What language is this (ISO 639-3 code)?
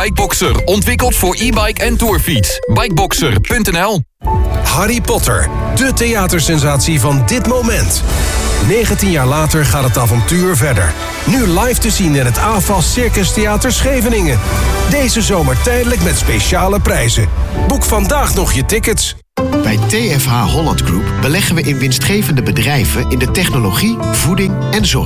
nld